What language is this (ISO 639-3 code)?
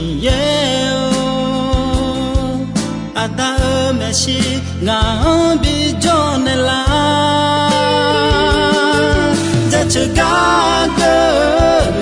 ahk